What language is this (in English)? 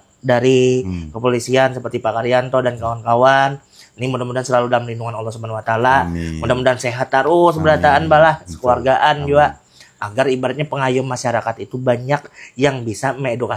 Banjar